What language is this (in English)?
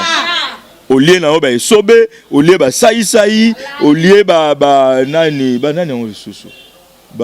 Lingala